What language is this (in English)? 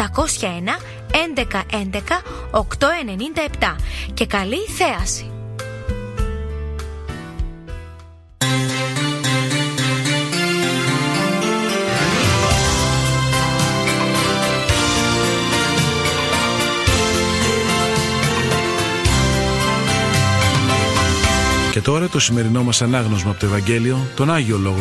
Greek